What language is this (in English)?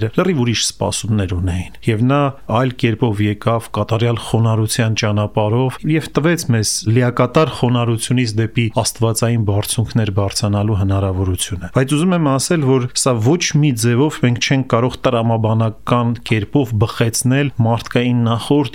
Armenian